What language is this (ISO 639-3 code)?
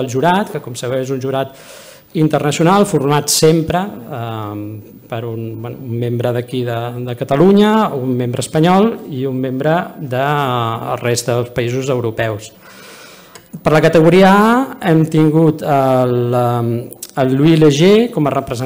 cat